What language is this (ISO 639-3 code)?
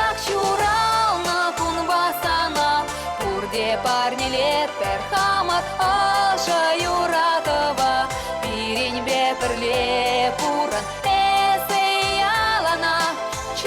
chv